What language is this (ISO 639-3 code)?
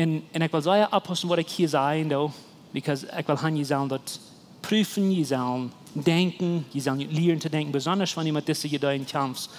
pdt